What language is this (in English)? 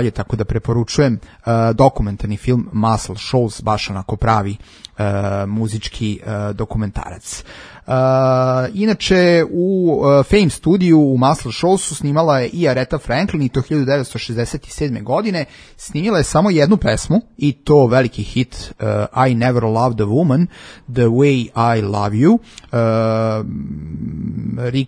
Serbian